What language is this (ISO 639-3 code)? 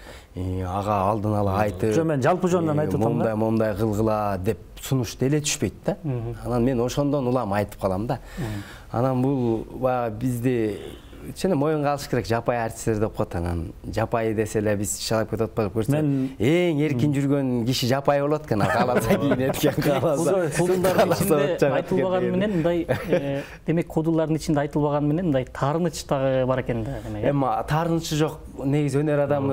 kir